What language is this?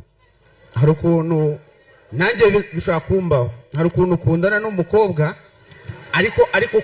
Kinyarwanda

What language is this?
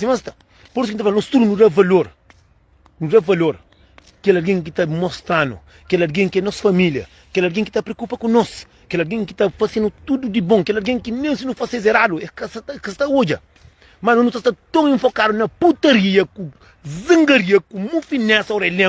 Kabuverdianu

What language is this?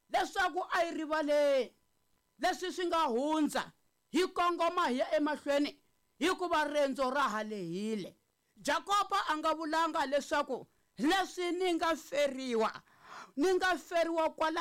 Tsonga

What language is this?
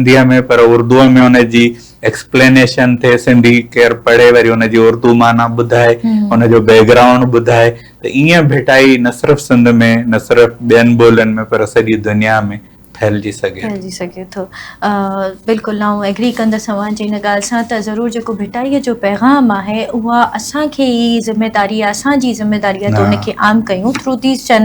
Sindhi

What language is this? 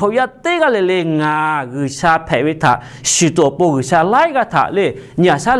Lahu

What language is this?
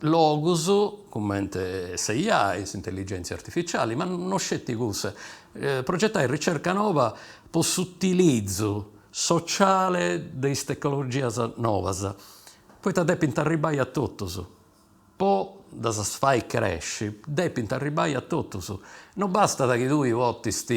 Sardinian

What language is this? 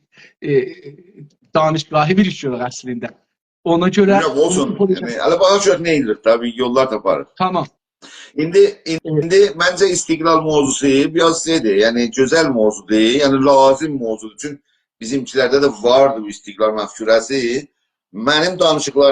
South Azerbaijani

